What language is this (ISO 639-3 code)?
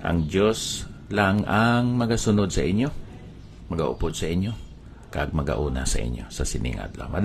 hil